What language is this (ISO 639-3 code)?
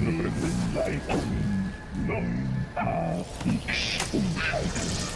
bar